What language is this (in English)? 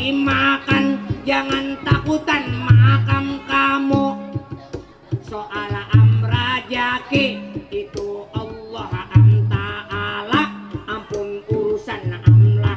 Banjar